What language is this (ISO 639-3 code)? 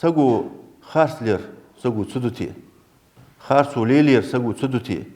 inh